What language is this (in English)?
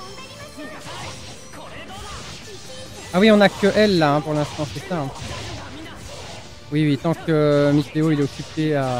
French